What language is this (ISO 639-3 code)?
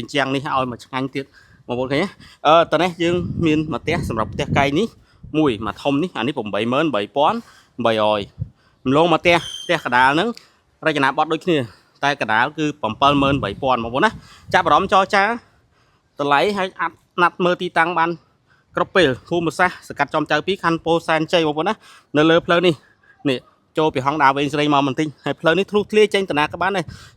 khm